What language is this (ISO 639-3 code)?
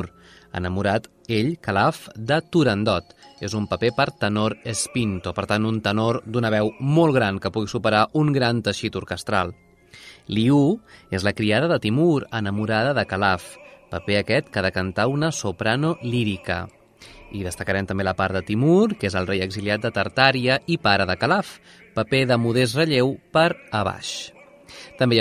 cat